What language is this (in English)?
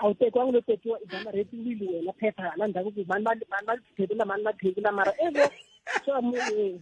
Tsonga